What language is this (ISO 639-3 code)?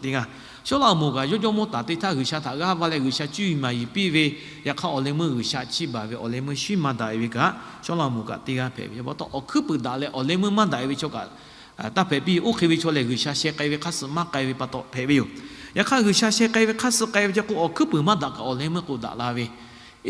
lhu